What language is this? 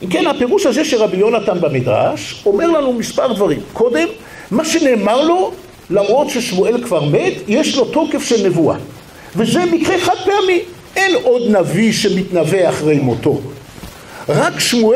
Hebrew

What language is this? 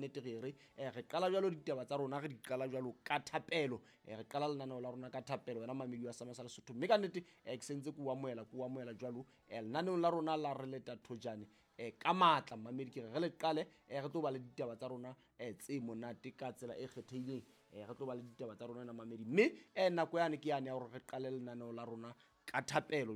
Southern Sotho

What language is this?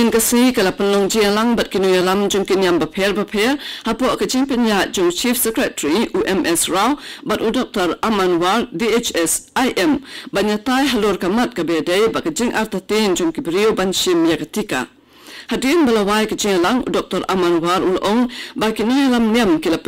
Khasi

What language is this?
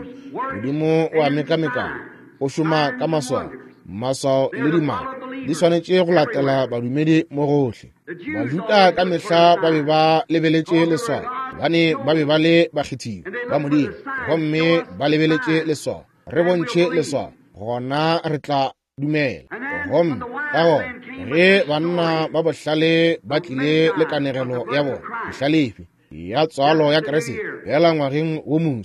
Northern Sotho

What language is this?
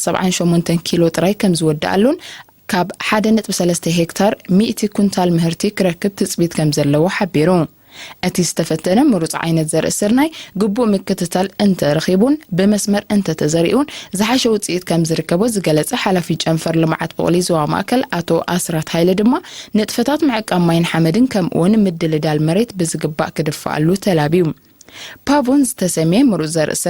Tigrinya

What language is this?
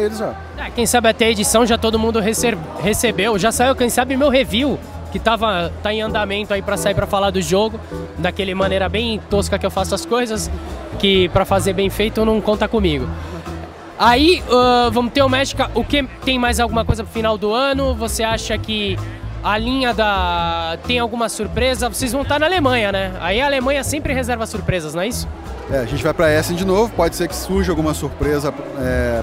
Portuguese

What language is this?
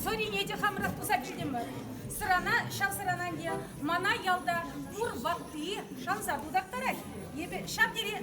Chuvash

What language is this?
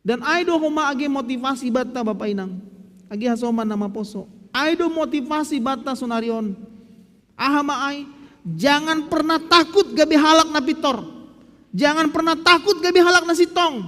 Batak Simalungun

